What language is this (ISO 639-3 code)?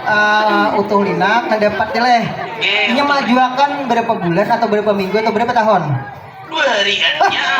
bjn